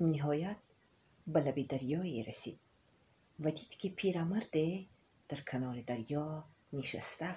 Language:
Tajik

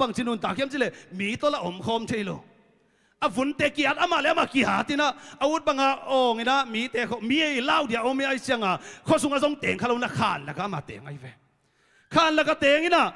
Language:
Tedim Chin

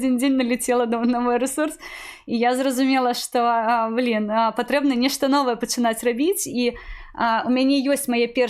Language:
Belarusian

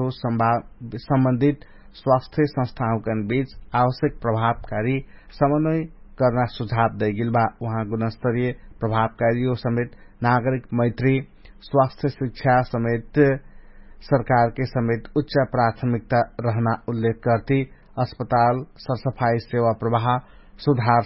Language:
Dangaura Tharu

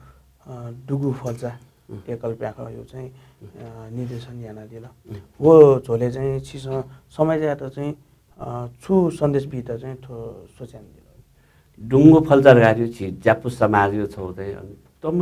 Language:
Newari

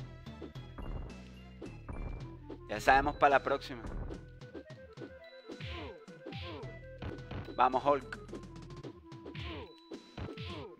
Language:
Spanish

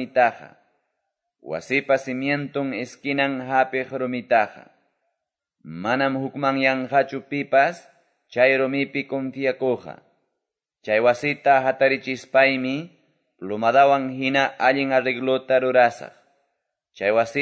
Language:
Quechua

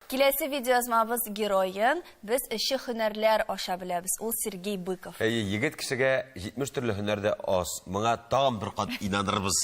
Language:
Tatar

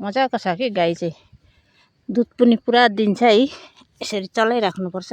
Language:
Nepali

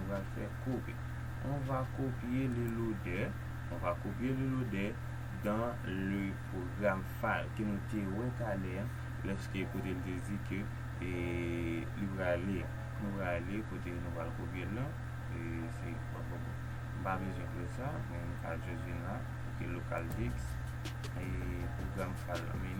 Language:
Haitian Creole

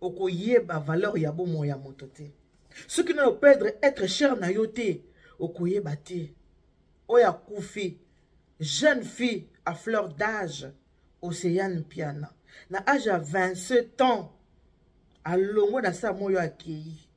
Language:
Lingala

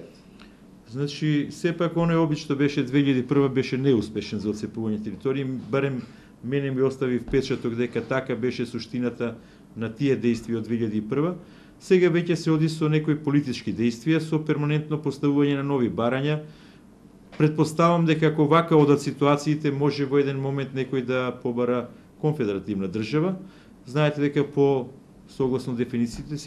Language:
Macedonian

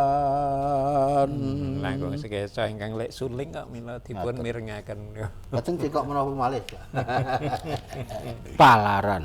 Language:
Javanese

